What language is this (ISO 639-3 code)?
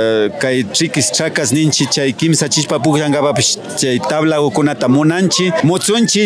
qvi